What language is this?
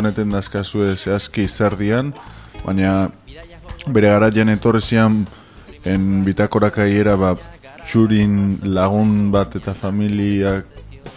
Basque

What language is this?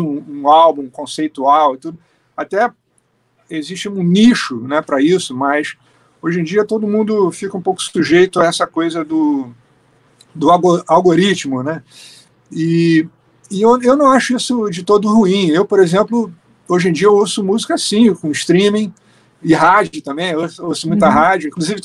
Portuguese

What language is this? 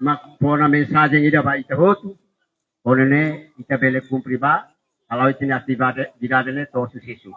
Tetum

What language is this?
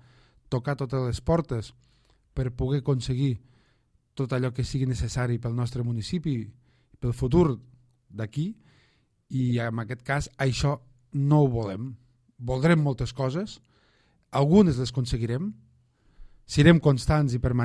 Catalan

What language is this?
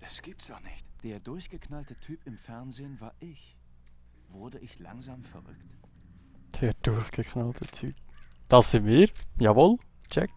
Swiss German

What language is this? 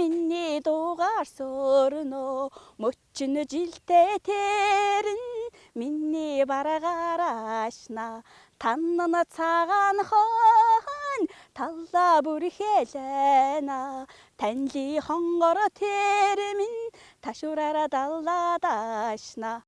Mongolian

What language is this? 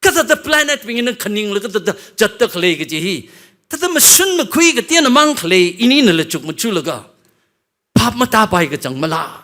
Tangkhul Naga (India)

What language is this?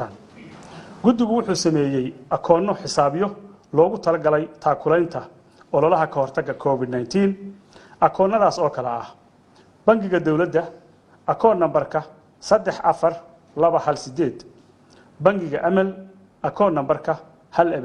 Somali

